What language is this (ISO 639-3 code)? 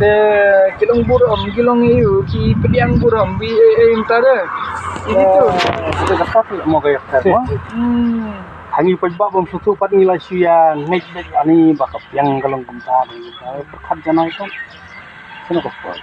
kha